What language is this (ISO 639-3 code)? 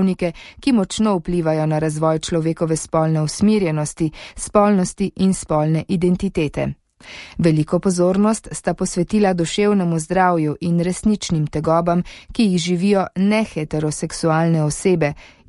slv